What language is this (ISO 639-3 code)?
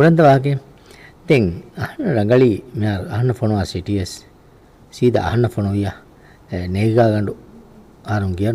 div